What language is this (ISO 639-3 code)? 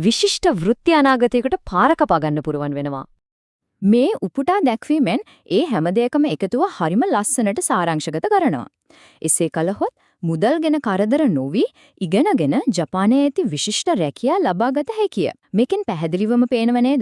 sin